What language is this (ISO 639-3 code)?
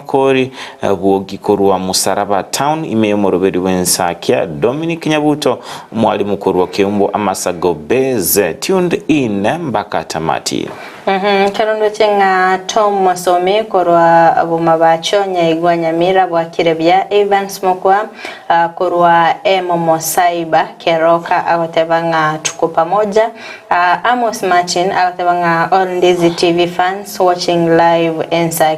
guz